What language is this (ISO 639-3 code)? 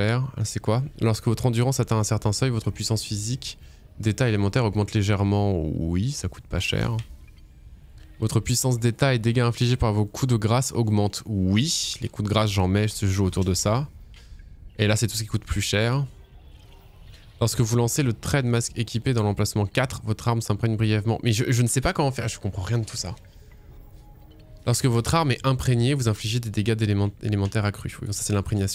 fra